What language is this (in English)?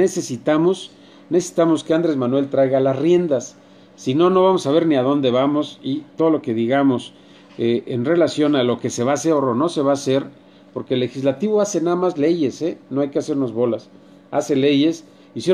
Spanish